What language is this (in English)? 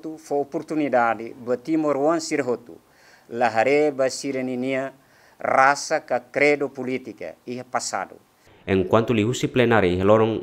Tetum